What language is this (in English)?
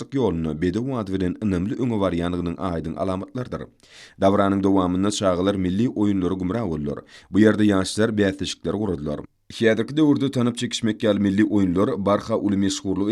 Turkmen